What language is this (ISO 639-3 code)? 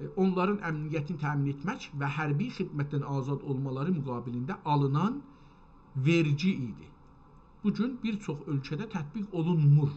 azb